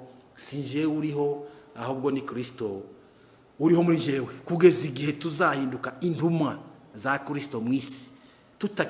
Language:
Kinyarwanda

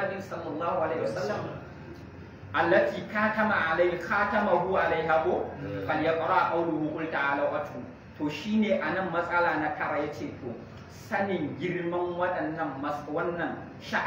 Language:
Hausa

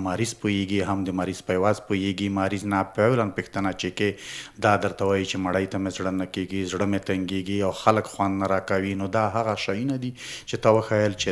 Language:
Pashto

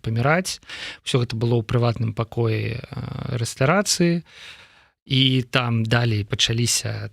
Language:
Belarusian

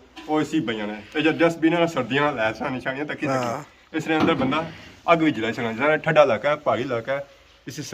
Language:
Pahari-Potwari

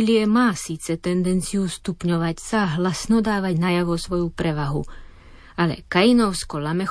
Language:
Slovak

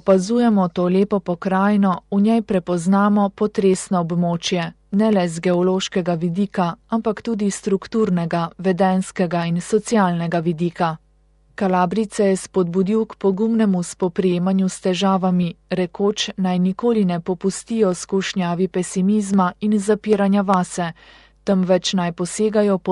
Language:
Slovenian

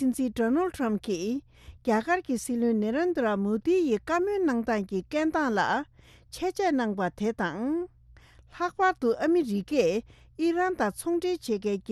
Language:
Tibetan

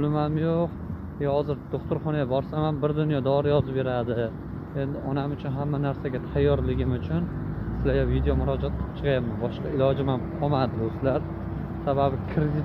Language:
Uzbek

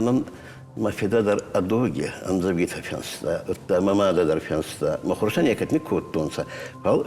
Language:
Ossetic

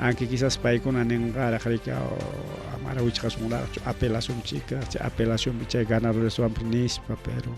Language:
Ayacucho Quechua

